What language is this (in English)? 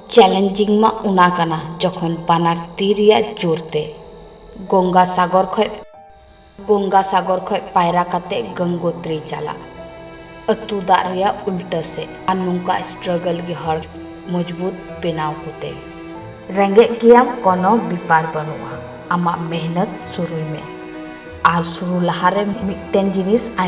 Santali